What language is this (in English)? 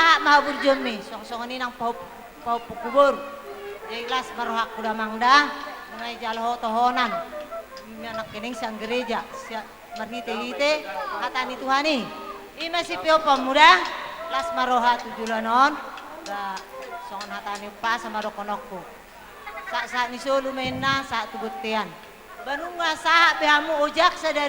Batak Toba